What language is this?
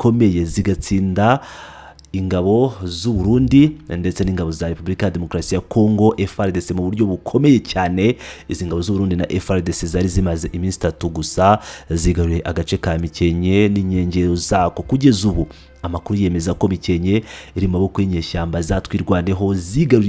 Kinyarwanda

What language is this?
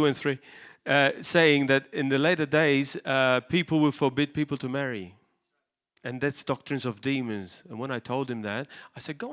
English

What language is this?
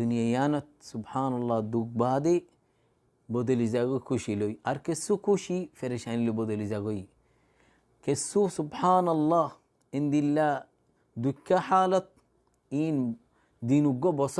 Rohingya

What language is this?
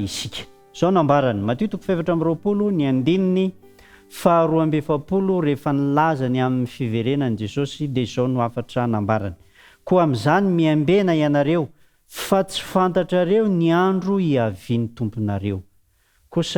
Malagasy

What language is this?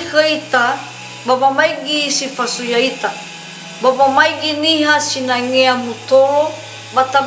Nias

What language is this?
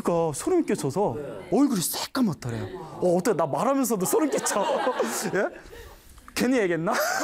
Korean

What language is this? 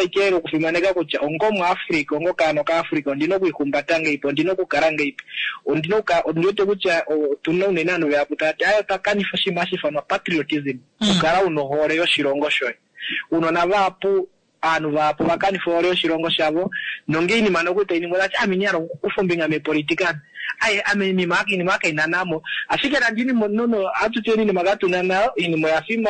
Kuanyama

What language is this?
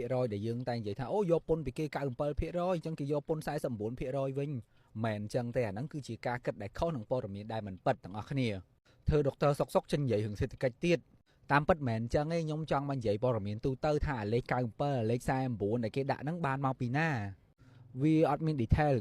Khmer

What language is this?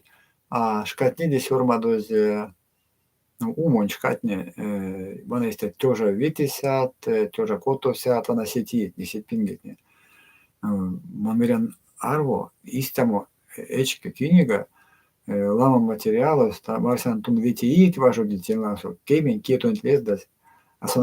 Erzya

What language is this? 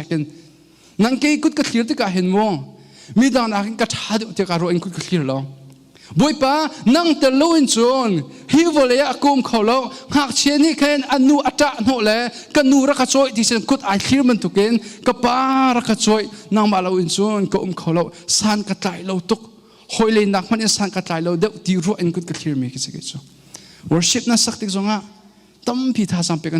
Hakha Chin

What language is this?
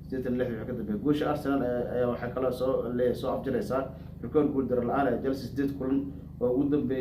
Somali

